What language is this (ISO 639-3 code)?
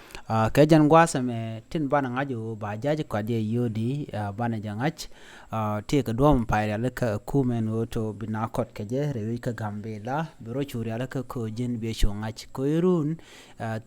nus